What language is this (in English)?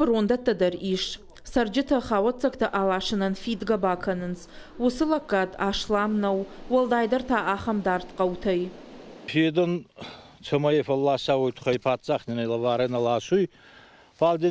Ossetic